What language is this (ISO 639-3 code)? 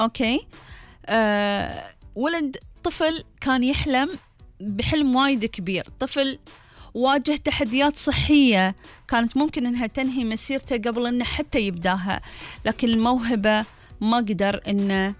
afb